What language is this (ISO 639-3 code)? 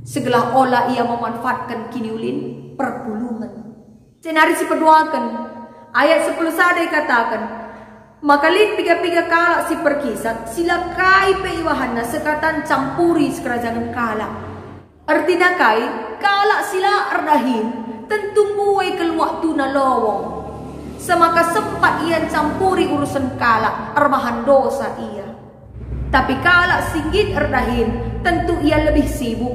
btx